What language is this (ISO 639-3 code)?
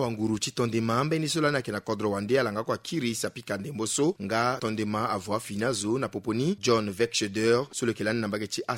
sag